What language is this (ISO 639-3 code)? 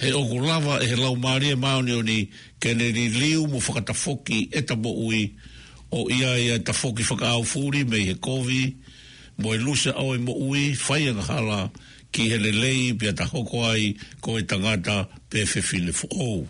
ton